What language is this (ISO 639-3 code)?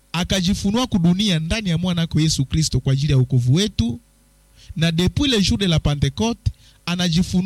swa